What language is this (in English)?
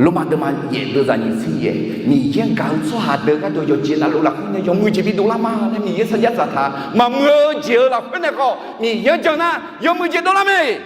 Akha